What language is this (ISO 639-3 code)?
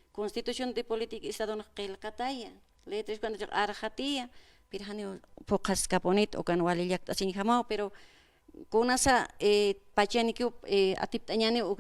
aym